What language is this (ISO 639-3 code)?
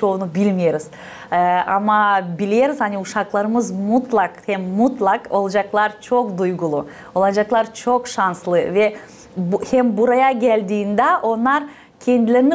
gag